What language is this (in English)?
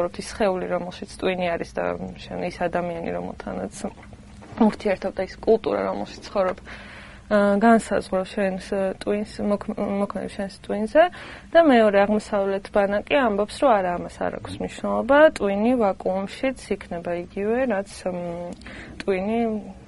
Georgian